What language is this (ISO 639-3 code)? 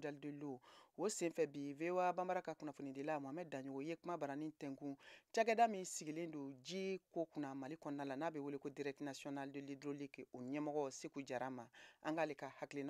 bam